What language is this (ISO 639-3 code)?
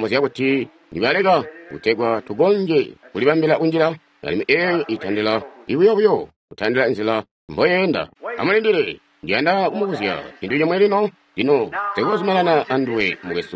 toi